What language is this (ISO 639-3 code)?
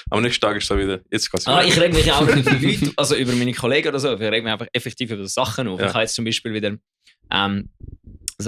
gsw